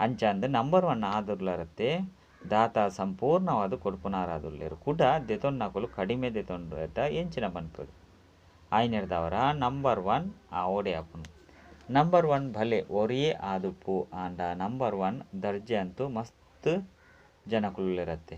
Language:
Tulu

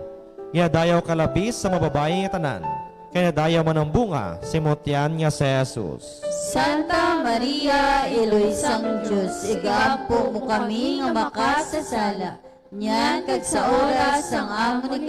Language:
Hiligaynon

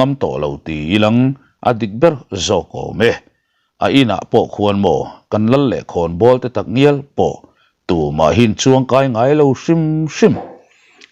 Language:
Mizo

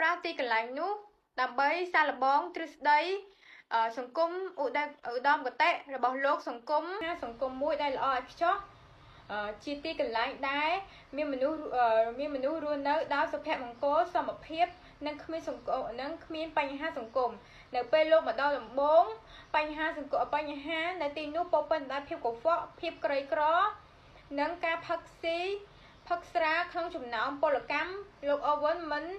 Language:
Khmer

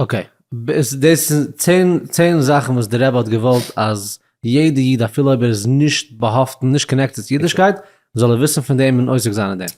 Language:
Yiddish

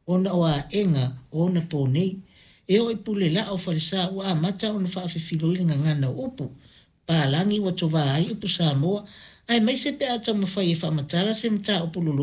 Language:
Samoan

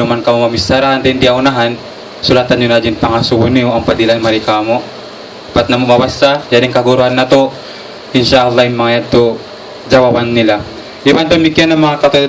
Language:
Tausug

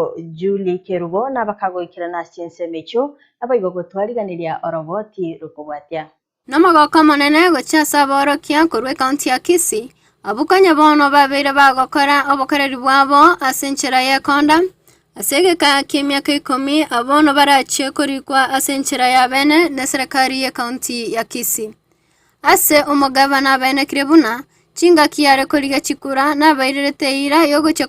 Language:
Gusii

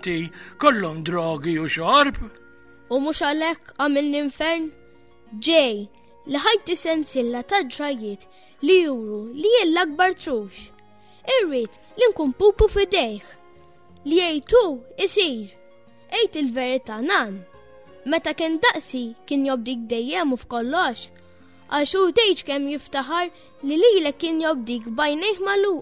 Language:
Maltese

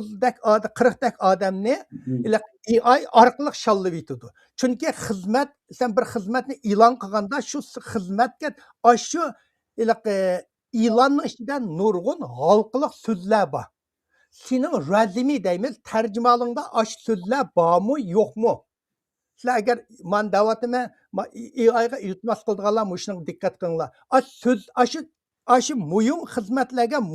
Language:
Uyghur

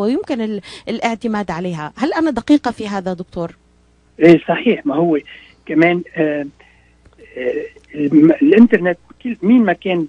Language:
North Levantine Arabic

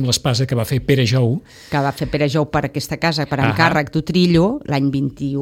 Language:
Catalan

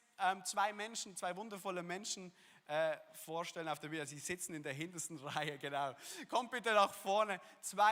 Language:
Swiss German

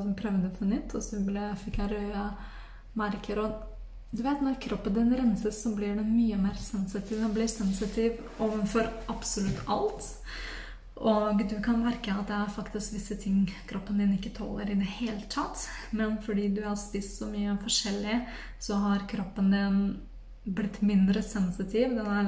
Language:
Norwegian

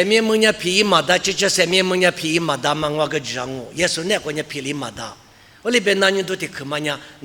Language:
Lisu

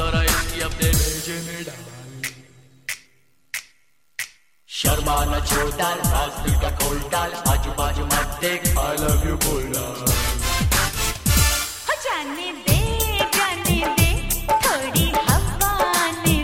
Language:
Hindi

